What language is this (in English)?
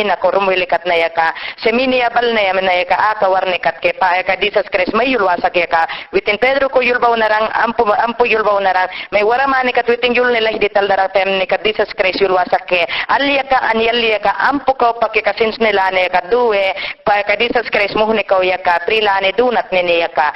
Mayangna